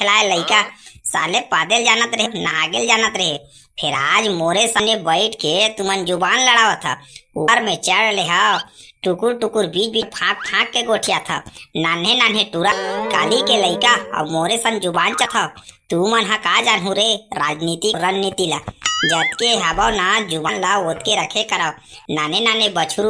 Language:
Chhattisgarhi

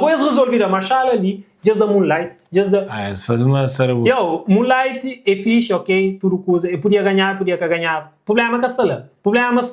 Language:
Kabuverdianu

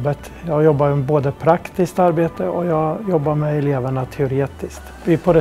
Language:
Swedish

